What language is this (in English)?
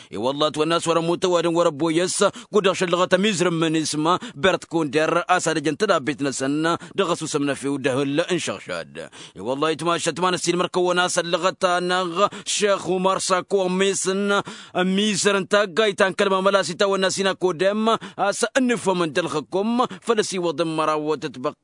Tamasheq